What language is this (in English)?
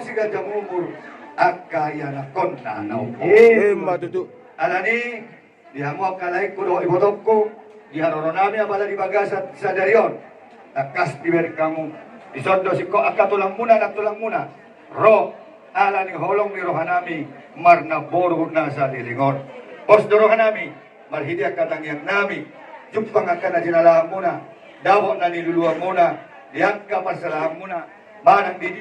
Batak Toba